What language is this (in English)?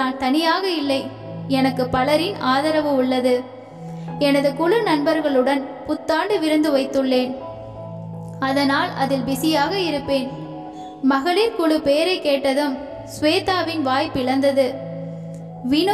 Tamil